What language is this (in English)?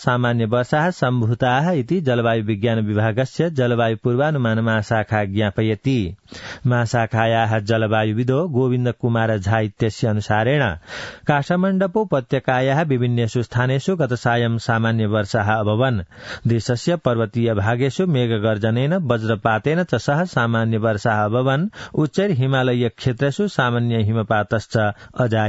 Sanskrit